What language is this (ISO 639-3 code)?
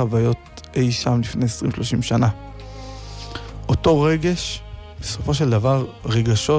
heb